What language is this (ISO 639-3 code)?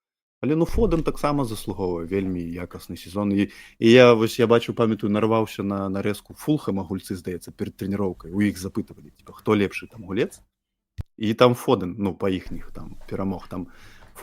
bel